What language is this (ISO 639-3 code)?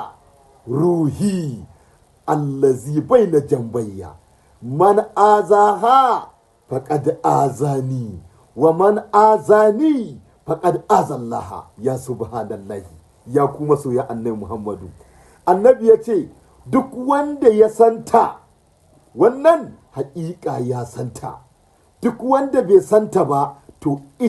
hau